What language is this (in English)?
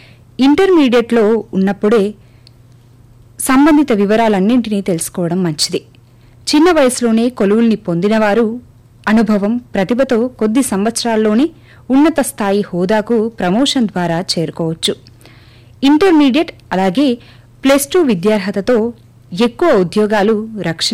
Telugu